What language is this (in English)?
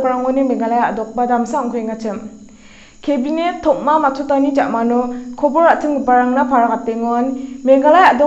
Garo